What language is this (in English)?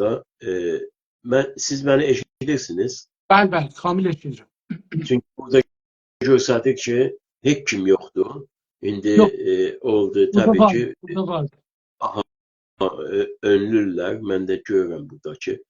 South Azerbaijani